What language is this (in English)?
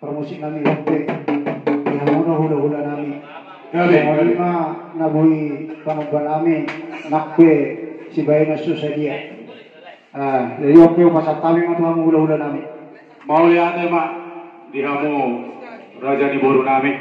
Batak Toba